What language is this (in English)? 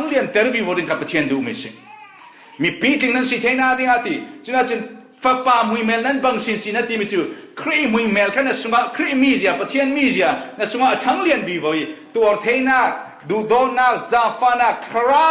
Falam Chin